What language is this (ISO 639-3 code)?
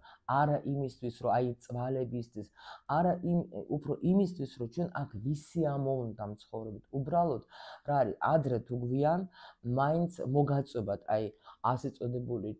kat